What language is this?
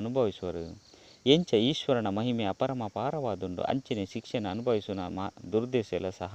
Tulu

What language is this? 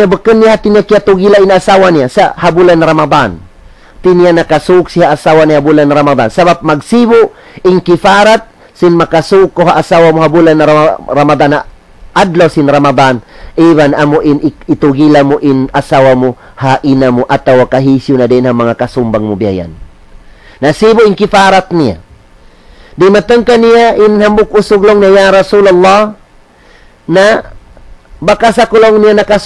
Tausug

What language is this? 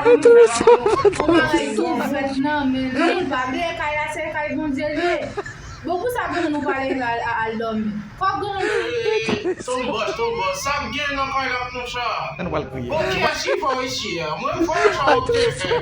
Haitian Creole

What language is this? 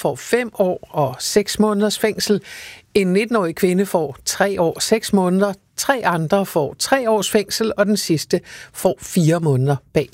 Danish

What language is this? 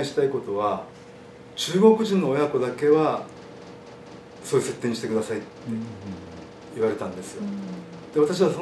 Japanese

